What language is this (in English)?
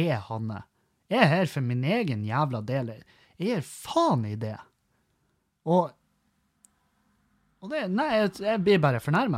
Norwegian